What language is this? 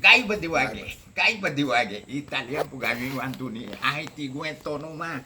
Garifuna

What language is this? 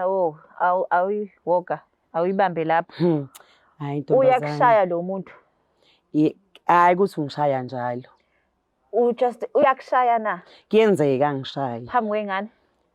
Zulu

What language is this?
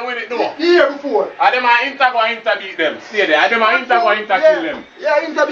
Jamaican Creole English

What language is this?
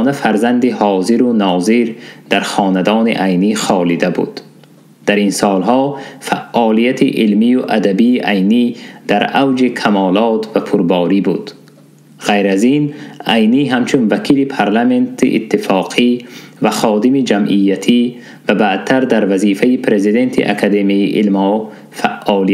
Tajik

